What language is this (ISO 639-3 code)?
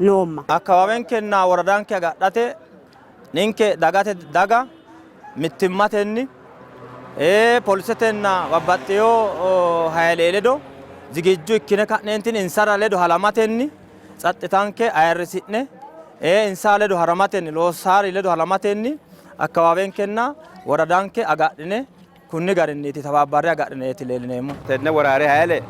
sid